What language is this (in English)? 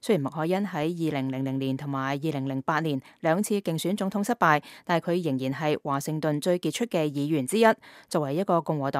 Cantonese